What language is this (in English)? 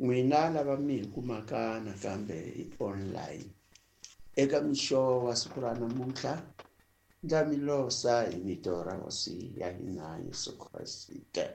Tsonga